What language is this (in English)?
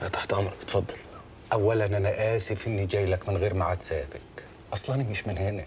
Egyptian Arabic